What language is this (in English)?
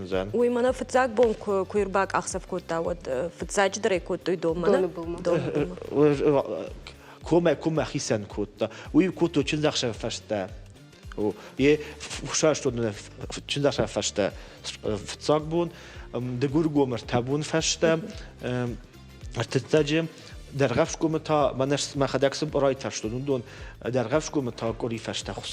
Ossetic